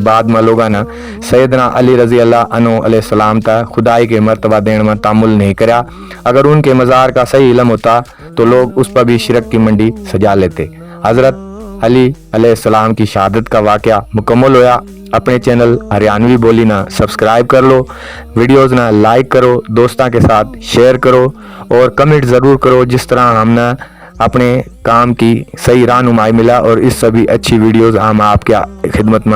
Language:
Haryanvi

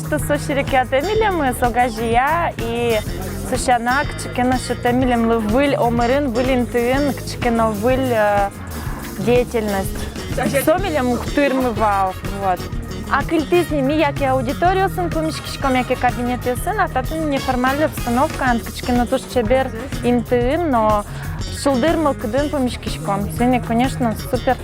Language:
Udmurt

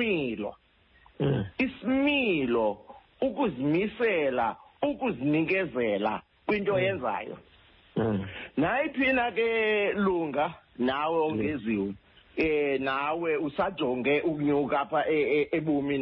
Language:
Xhosa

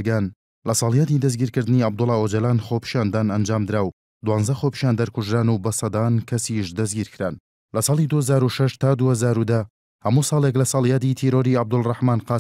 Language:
Central Kurdish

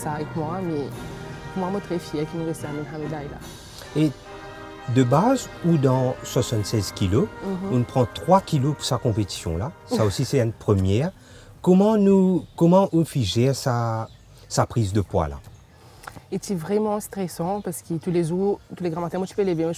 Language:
Morisyen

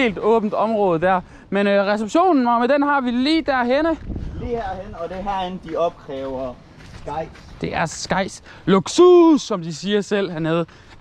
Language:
Danish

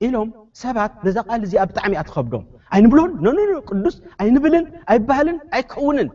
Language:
Tigrinya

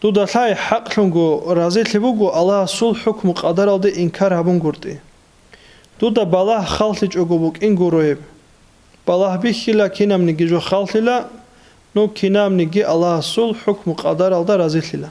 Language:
Avaric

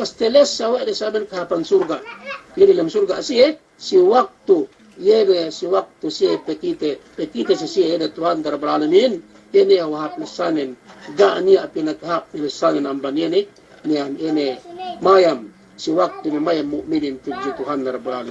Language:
Yakan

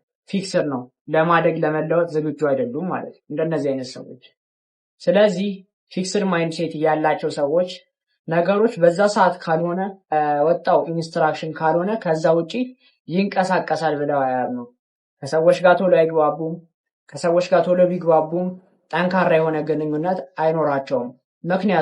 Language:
Amharic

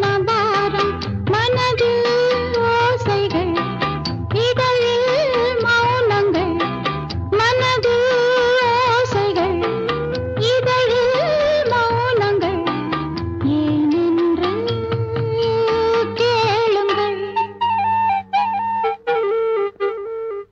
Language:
Tamil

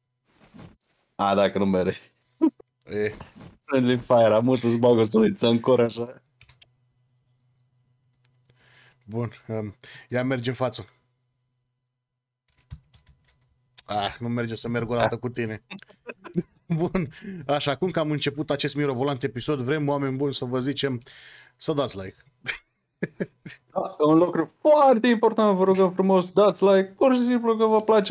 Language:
Romanian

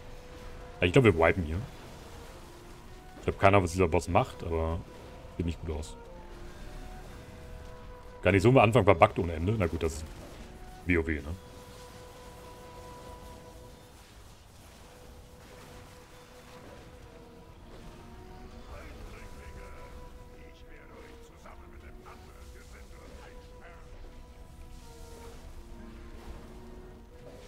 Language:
German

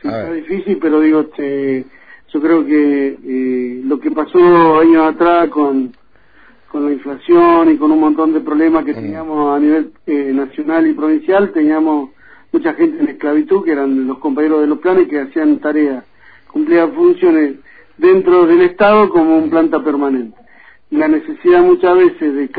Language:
Spanish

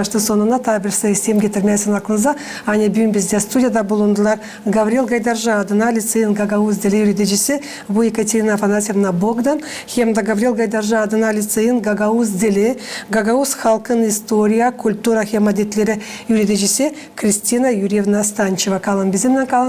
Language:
Gagauz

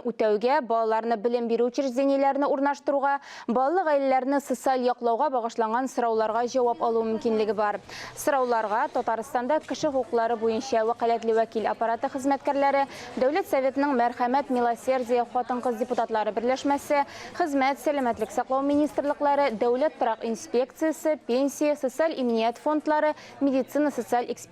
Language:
Tatar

